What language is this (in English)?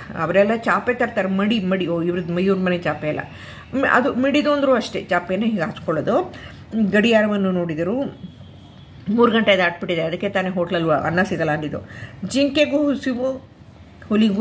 Kannada